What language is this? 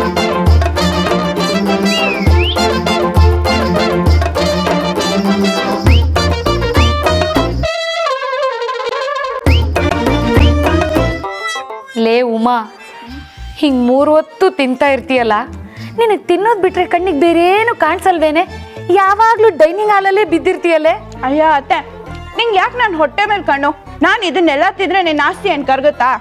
Kannada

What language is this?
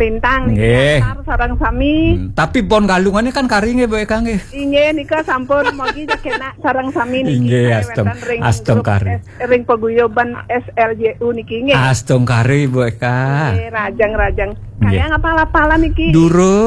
Balinese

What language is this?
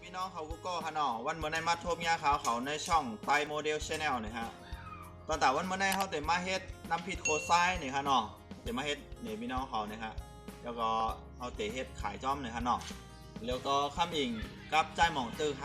Shan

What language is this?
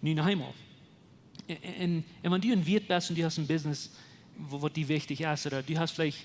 Plautdietsch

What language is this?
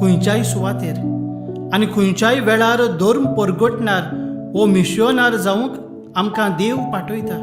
Konkani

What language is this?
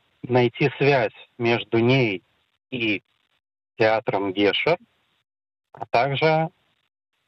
Russian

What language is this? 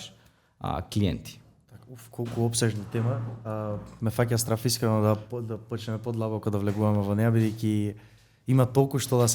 Macedonian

